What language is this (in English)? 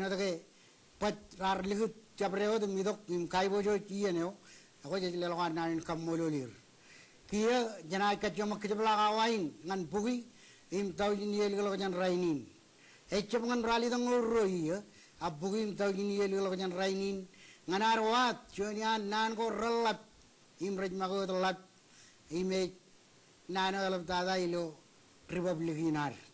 Marshallese